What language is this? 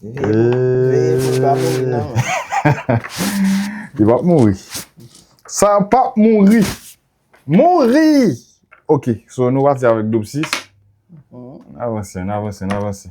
Haitian Creole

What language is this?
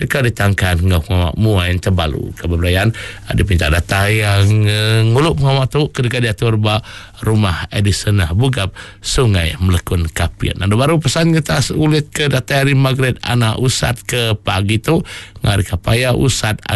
Iban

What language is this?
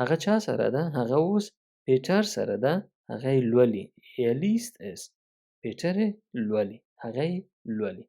Pashto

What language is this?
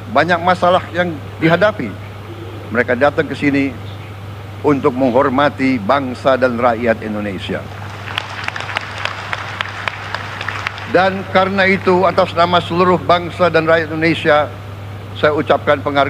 Indonesian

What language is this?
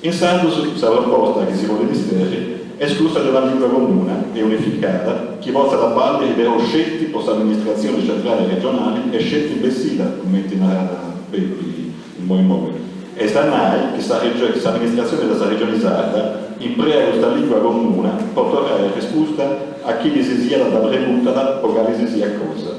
Sardinian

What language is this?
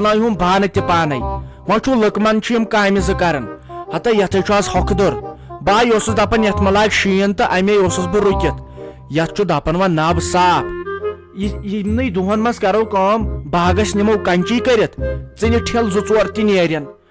Kashmiri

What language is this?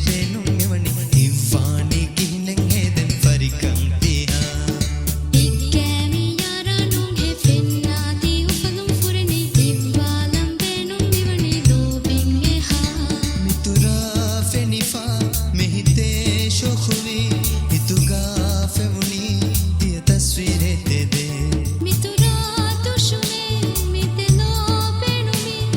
Divehi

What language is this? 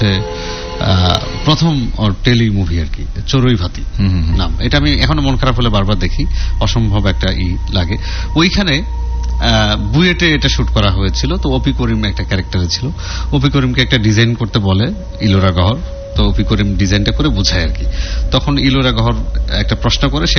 Bangla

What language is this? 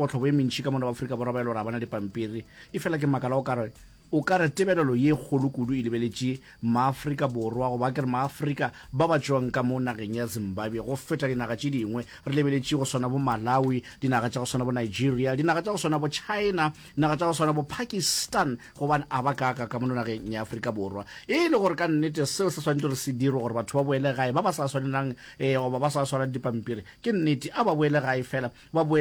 Northern Sotho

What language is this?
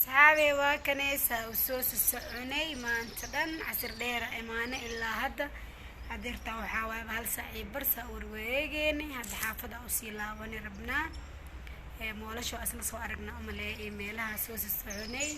Somali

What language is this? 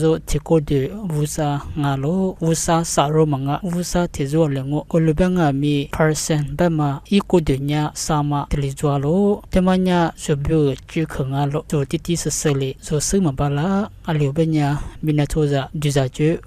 Lisu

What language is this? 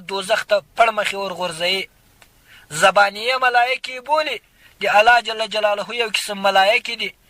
Pashto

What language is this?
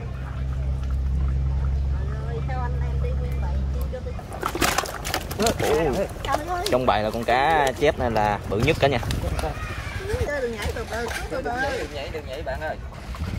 Vietnamese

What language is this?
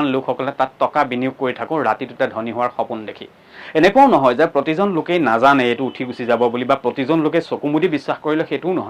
Assamese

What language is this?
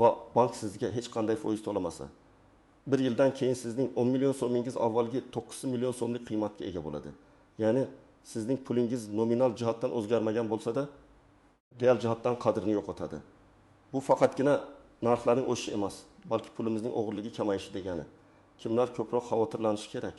Uzbek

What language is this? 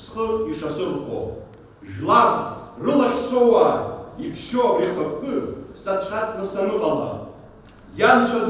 Abkhazian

